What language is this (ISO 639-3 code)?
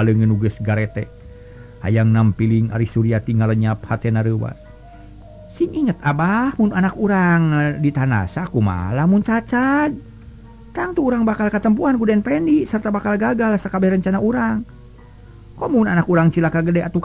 sun